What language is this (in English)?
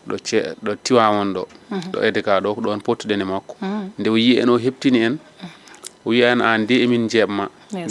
Fula